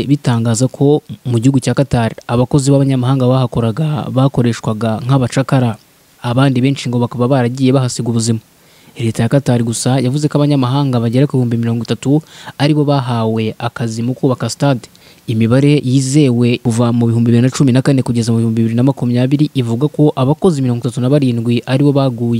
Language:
Kinyarwanda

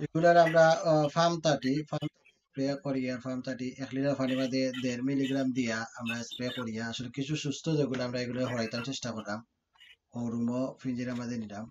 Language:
Sylheti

